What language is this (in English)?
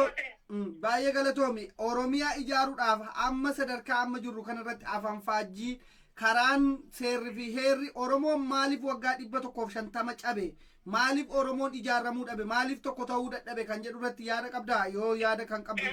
Oromo